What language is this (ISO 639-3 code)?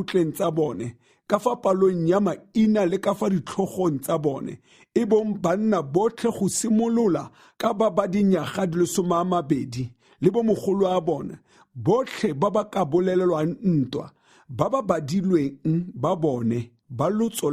tsn